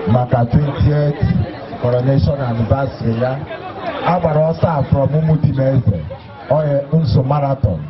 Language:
Igbo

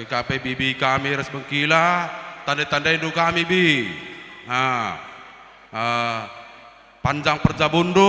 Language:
Batak Karo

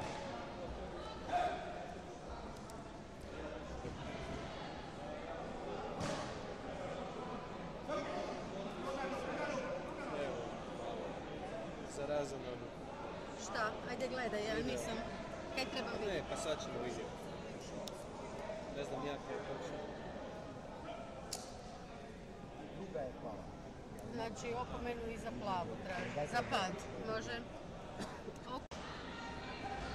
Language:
Croatian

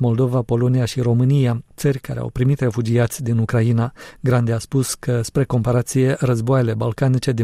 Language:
Romanian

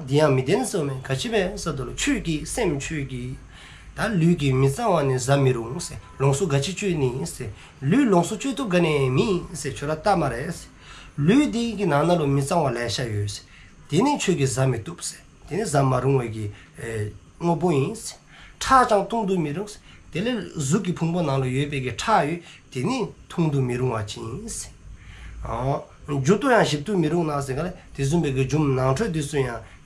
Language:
Dzongkha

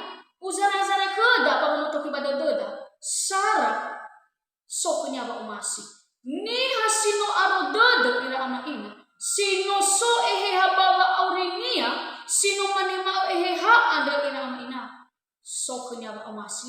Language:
Nias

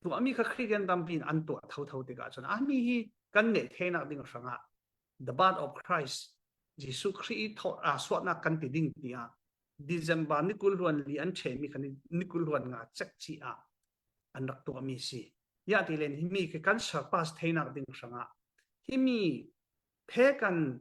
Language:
Falam Chin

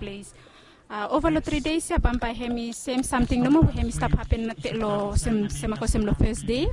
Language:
Bislama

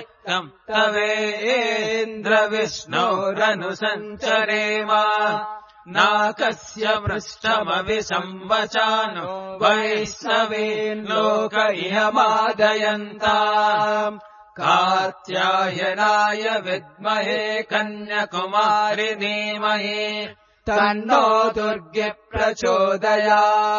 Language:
Sanskrit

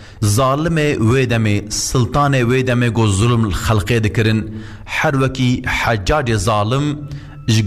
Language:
Kurdish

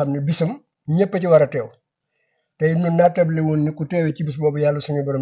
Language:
Wolof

